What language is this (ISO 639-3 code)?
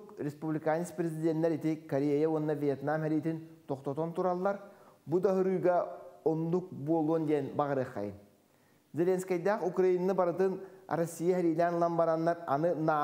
sah